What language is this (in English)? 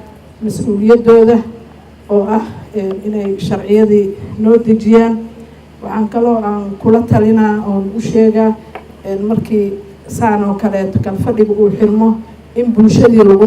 Somali